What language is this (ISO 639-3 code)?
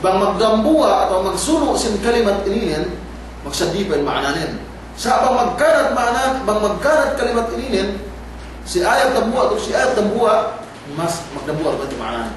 yka